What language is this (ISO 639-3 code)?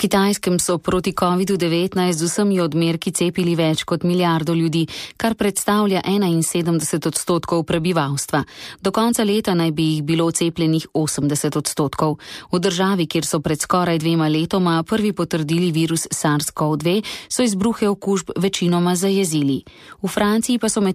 slv